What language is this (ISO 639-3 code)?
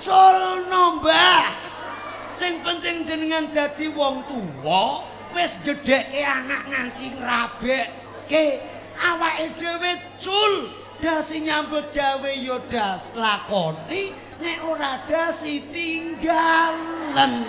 jav